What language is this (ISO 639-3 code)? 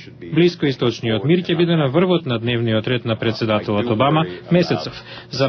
mkd